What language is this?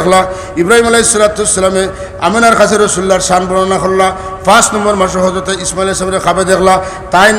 Sylheti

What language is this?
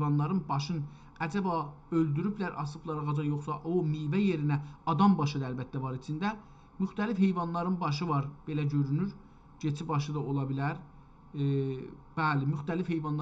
South Azerbaijani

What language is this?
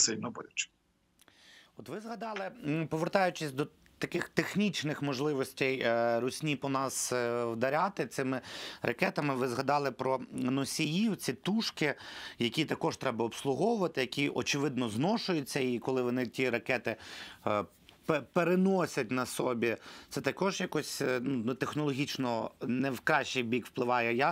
Ukrainian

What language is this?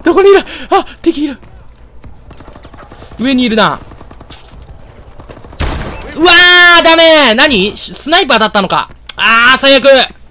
Japanese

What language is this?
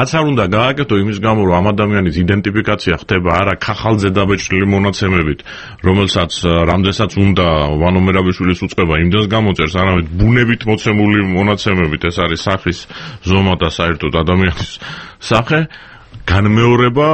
Georgian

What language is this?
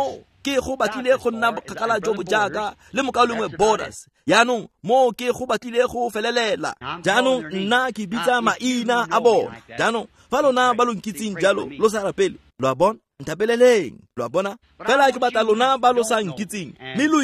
Tswana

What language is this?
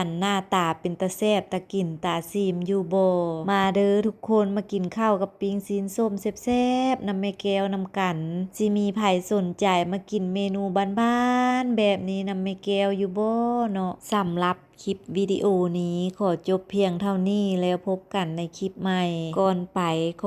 Lao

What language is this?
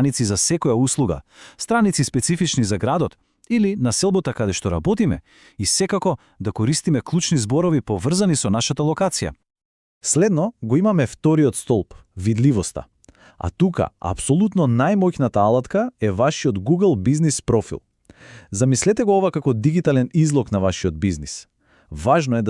Macedonian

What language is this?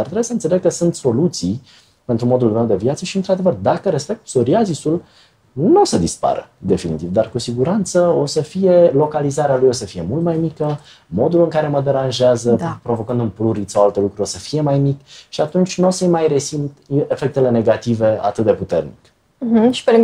Romanian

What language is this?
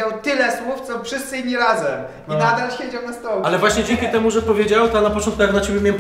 Polish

